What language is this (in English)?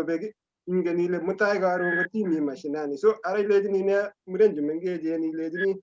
Kalenjin